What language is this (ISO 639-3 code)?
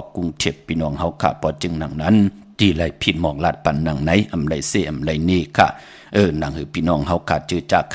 shn